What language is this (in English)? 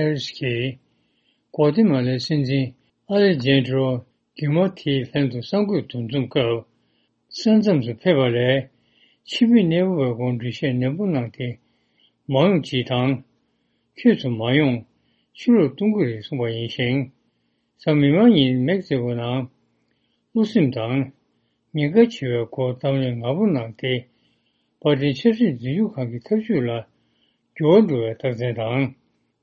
Tibetan